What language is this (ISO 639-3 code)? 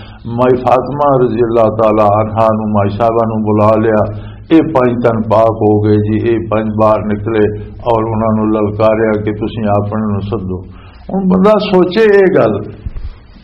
lah